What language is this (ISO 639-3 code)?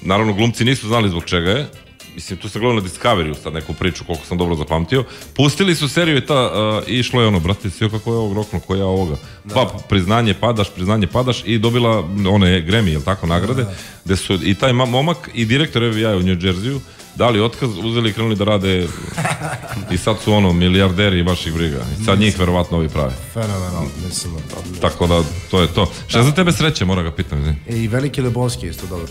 srp